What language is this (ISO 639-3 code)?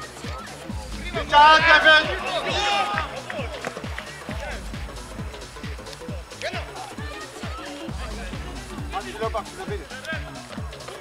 nld